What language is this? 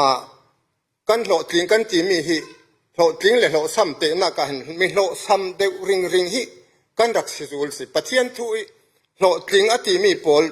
Falam Chin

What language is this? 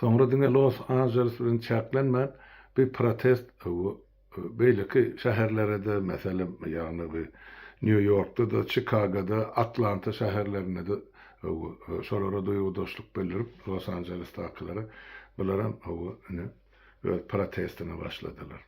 Turkmen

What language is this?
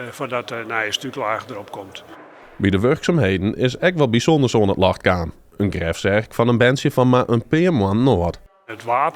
Western Frisian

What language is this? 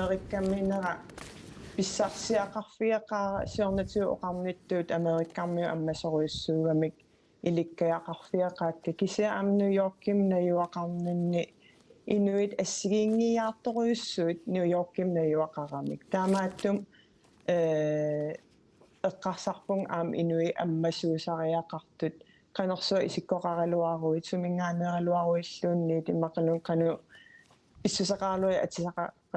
Kalaallisut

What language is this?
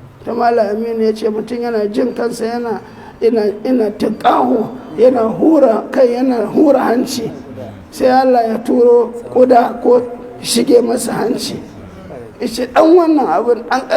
Hausa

